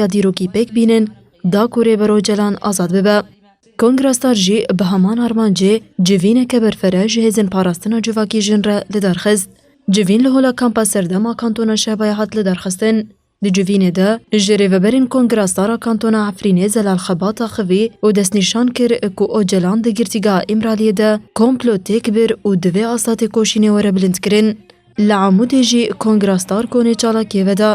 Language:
Kurdish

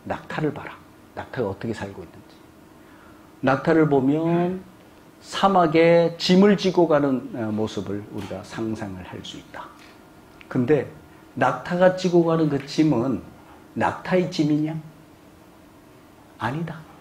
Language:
Korean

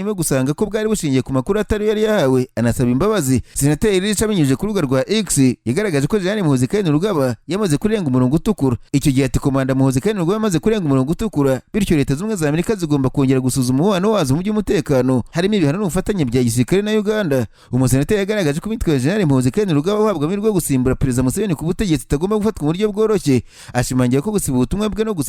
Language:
Kinyarwanda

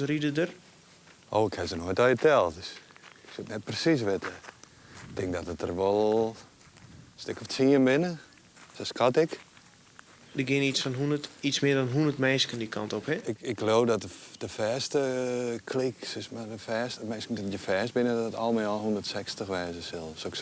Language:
Western Frisian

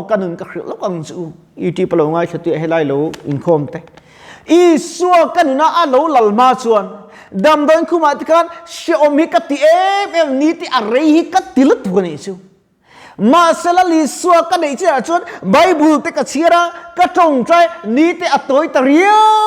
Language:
Mizo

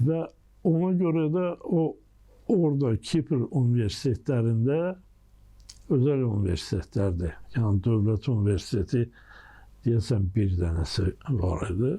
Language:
Azerbaijani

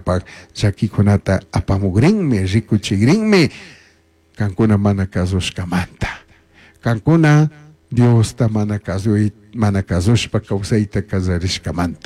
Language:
Chimborazo Highland Quichua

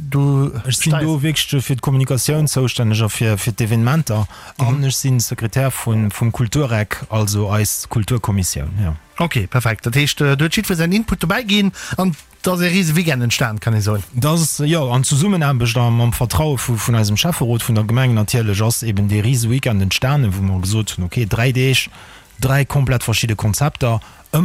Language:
Luxembourgish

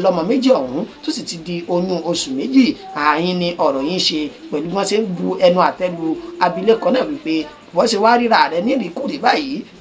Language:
Yoruba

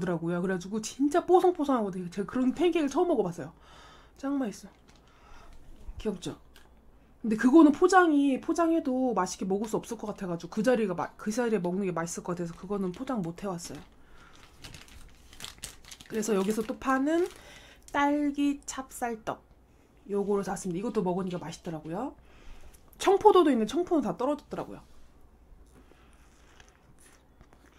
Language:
Korean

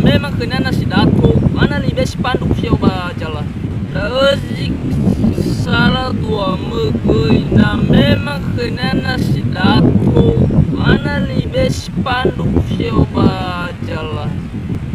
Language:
Nias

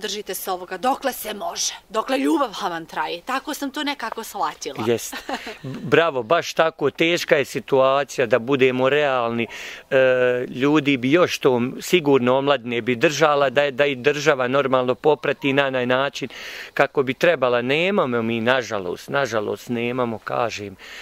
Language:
Bosnian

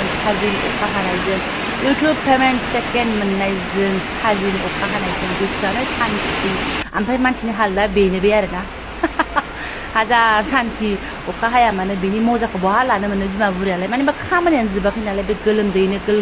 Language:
Bodo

